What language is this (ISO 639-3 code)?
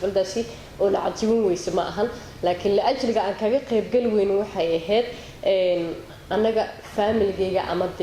som